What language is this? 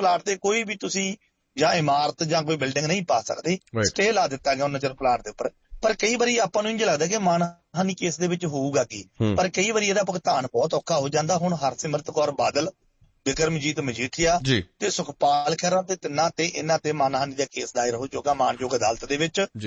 Punjabi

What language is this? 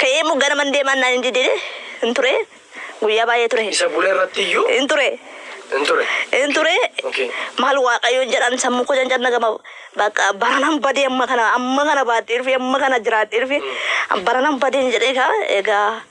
Oromo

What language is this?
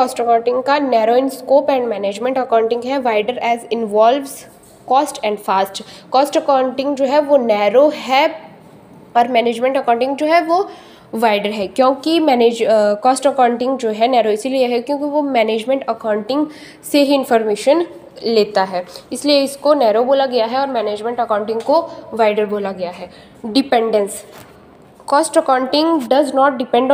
Hindi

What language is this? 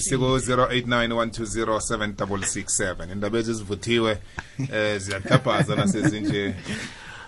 South Ndebele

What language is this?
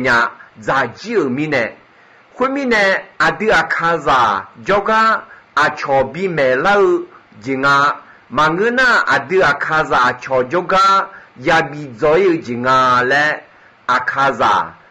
Akha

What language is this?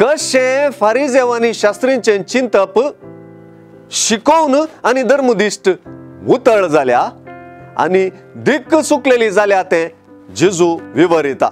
Konkani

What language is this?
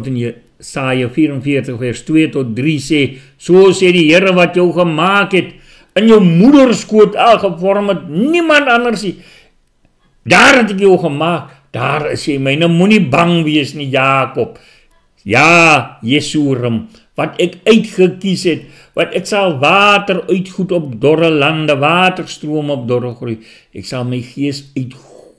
Afrikaans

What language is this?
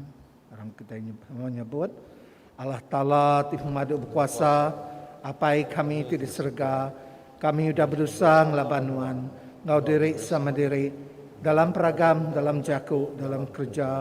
Iban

